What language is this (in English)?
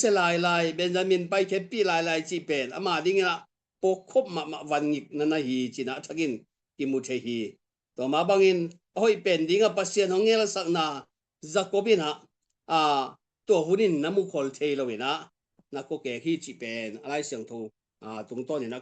Tedim Chin